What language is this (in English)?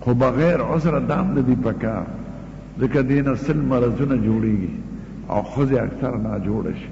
Pashto